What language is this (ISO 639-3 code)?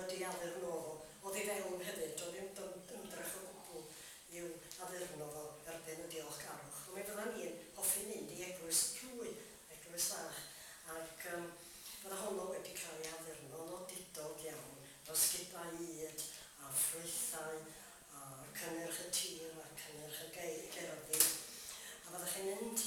cym